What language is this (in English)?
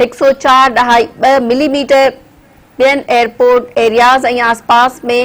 Sindhi